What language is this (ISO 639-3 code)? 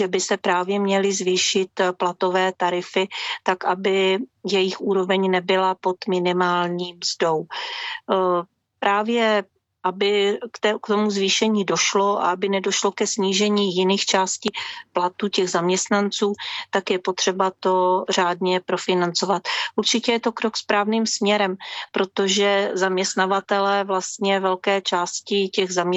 ces